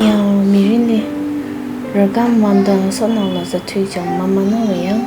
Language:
Tangkhul Naga (India)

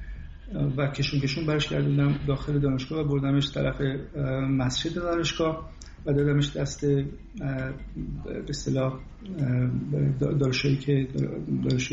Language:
Persian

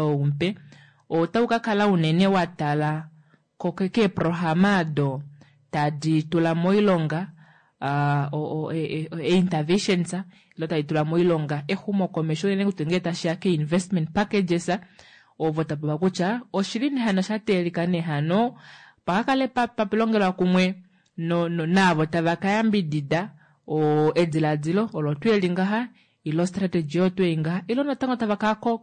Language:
Kuanyama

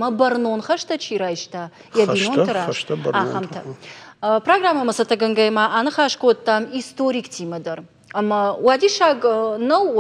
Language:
Ossetic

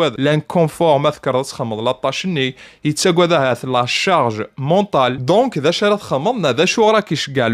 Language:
Kabyle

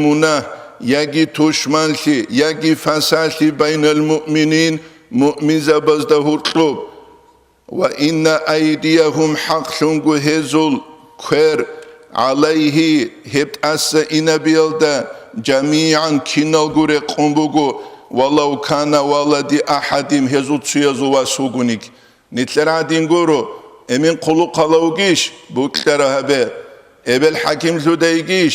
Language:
Avaric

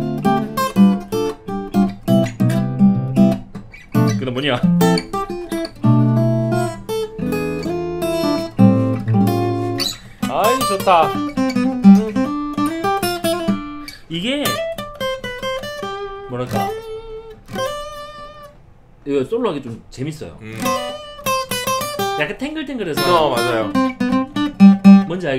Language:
Korean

